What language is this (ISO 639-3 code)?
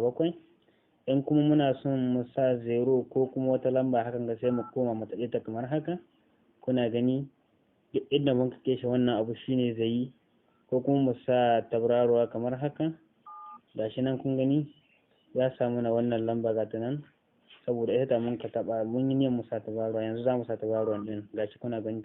hau